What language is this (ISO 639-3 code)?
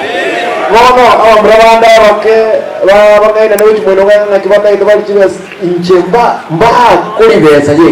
guz